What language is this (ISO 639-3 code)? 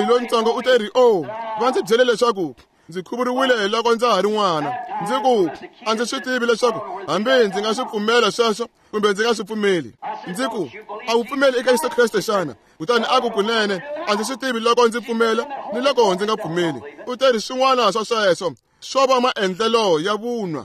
tso